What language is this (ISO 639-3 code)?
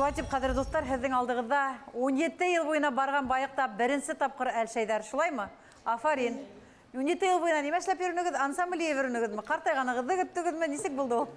bak